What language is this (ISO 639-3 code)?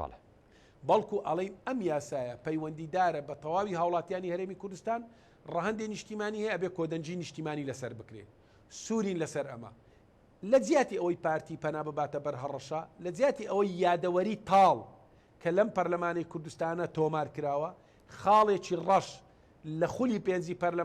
ckb